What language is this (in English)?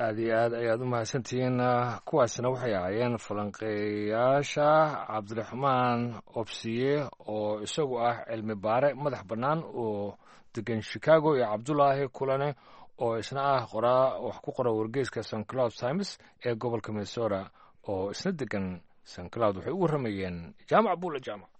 Somali